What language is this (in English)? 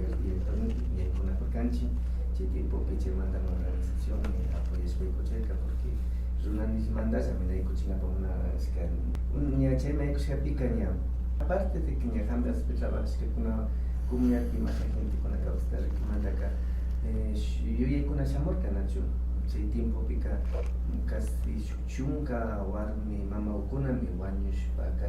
Imbabura Highland Quichua